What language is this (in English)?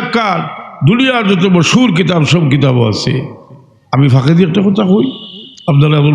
Sylheti